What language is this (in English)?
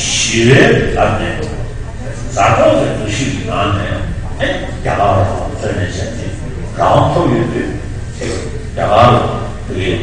Tibetan